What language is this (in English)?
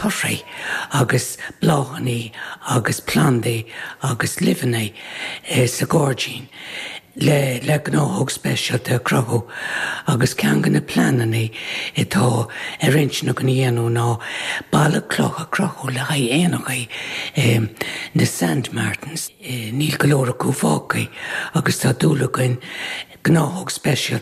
Irish